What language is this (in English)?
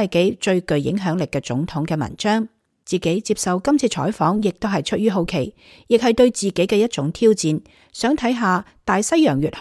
Cantonese